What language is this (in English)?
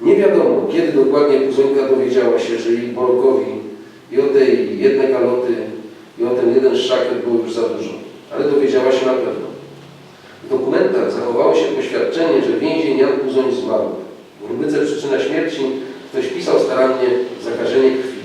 Silesian